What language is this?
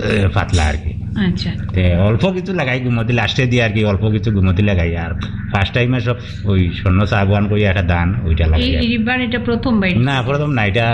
Bangla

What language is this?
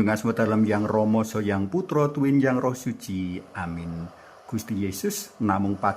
Javanese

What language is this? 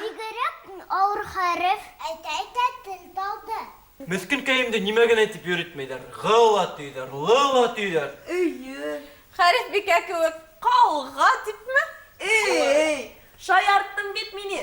Bashkir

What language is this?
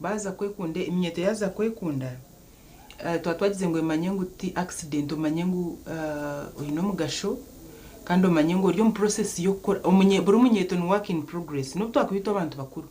Nyankole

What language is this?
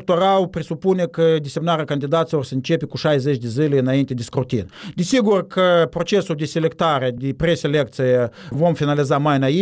Romanian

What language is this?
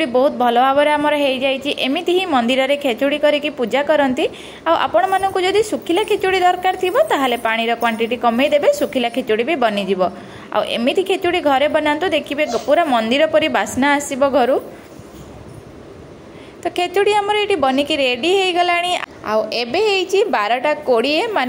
Odia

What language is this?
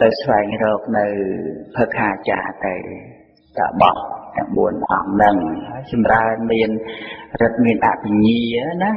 Khmer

